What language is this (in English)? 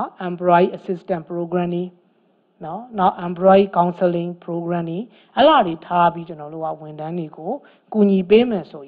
Burmese